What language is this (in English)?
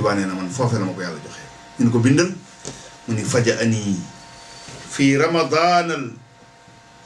Wolof